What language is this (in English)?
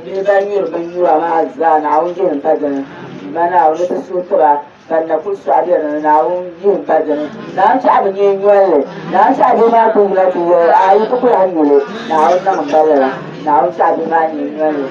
Dagbani